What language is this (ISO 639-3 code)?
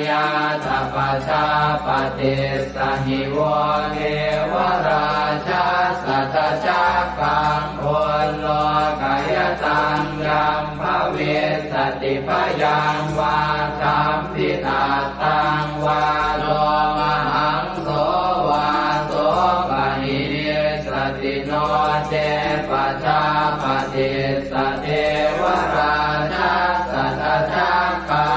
pli